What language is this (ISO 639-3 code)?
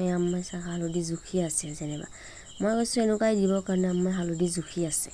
asm